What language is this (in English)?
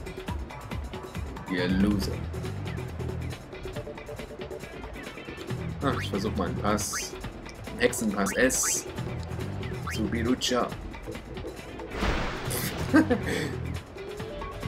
German